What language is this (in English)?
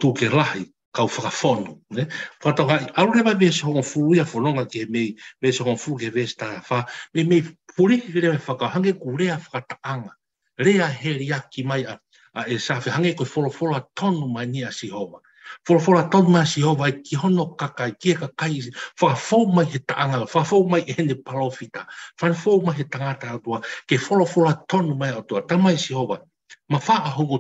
Tongan